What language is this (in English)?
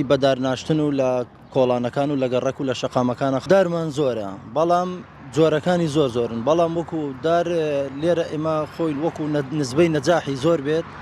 Central Kurdish